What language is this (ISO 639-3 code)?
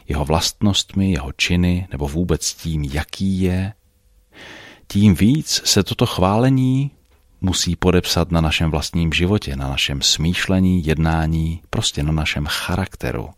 ces